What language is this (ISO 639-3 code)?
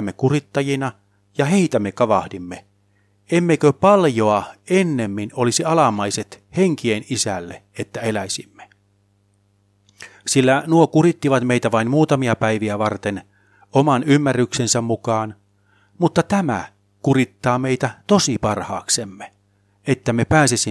fin